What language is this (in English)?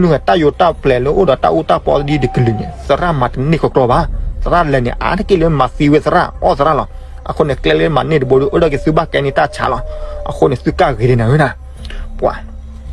S'gaw Karen